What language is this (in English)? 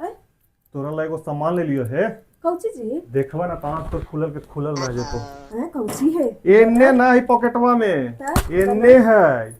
Magahi